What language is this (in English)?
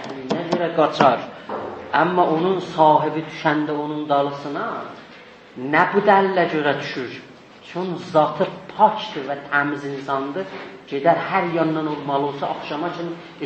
South Azerbaijani